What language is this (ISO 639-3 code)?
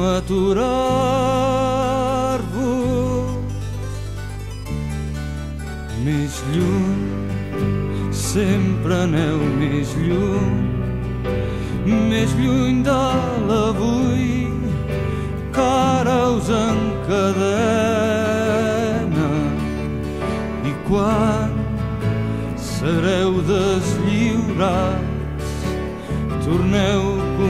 cat